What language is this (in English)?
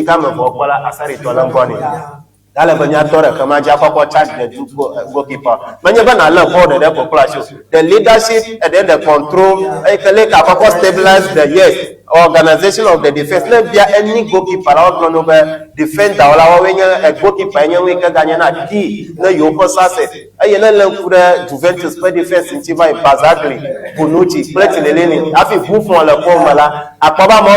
Ewe